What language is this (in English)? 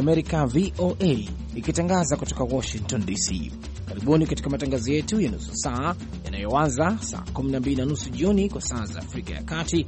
Swahili